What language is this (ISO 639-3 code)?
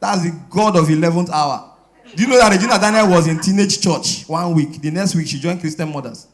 pcm